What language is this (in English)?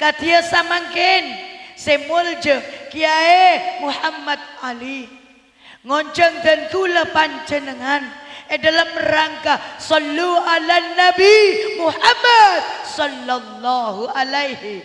Madurese